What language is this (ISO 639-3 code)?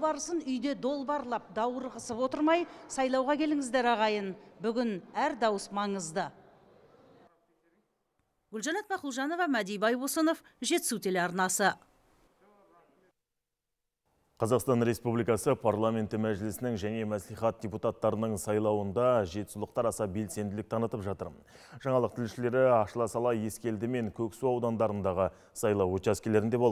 kaz